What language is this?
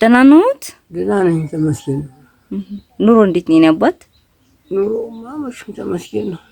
Amharic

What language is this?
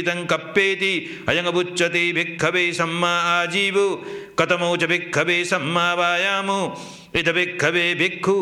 Pali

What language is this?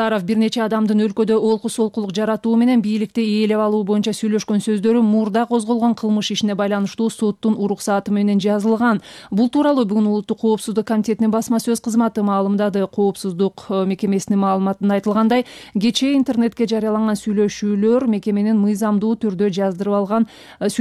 Kyrgyz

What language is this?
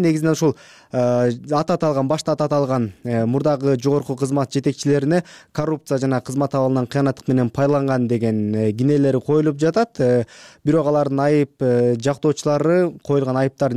Kyrgyz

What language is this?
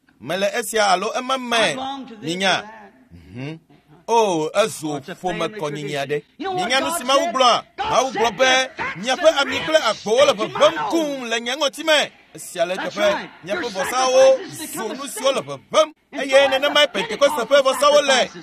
Ewe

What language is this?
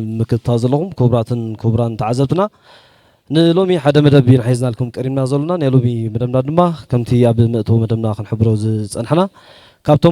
Tigrinya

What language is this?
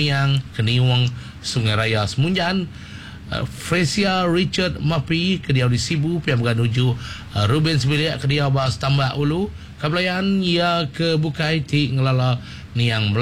Iban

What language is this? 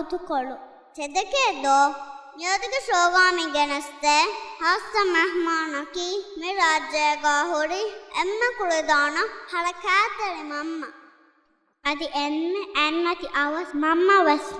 Divehi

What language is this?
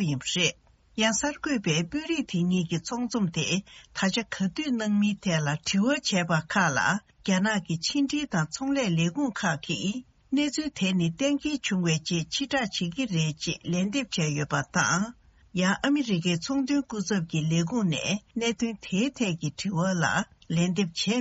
Tibetan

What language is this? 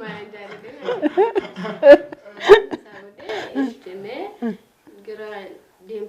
Oromo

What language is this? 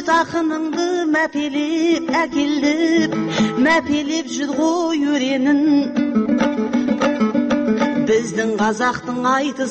Kazakh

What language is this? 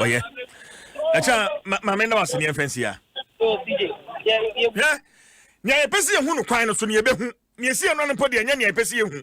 Akan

